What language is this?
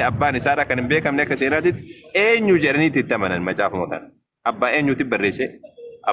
Oromo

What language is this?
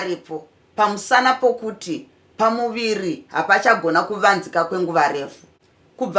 Shona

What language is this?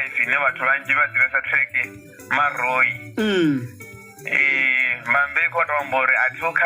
Venda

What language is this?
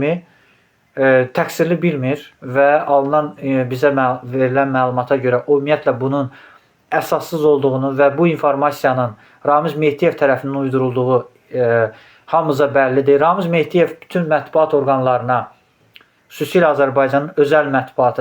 Azerbaijani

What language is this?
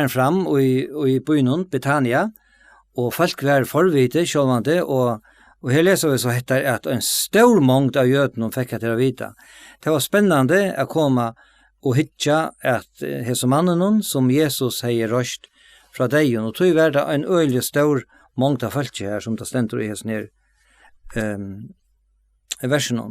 Faroese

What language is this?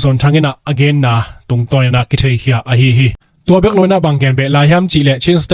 Tedim Chin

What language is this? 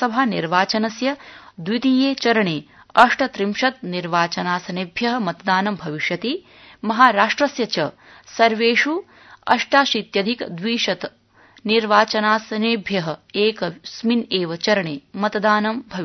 Sanskrit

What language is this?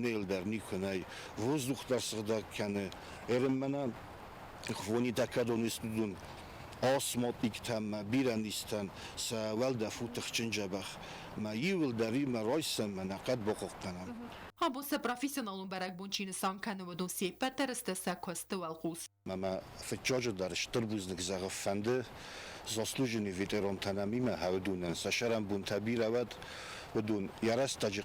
Ossetic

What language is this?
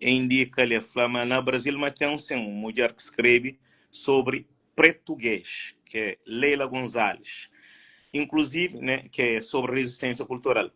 Kabuverdianu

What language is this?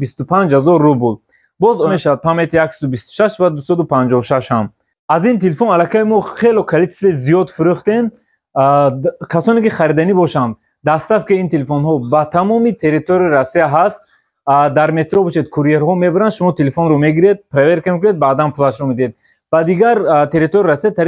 Tajik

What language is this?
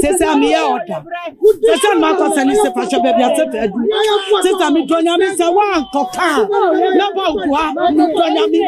Akan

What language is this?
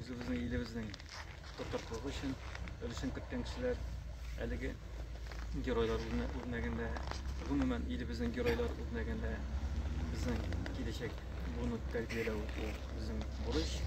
Tatar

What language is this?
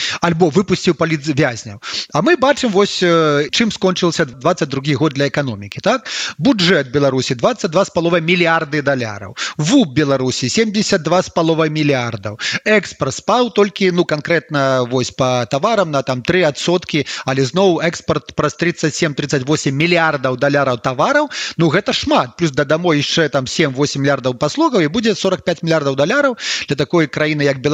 Belarusian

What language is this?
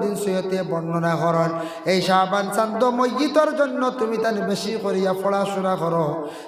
Sylheti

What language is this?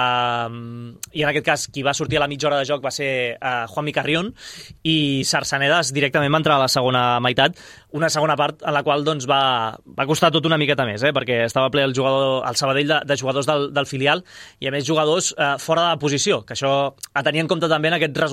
Catalan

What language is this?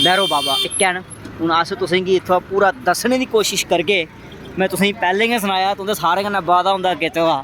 Dogri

